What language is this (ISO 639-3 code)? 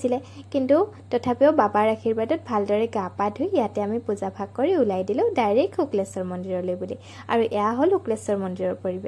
asm